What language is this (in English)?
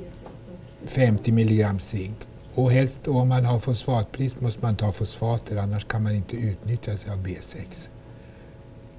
Swedish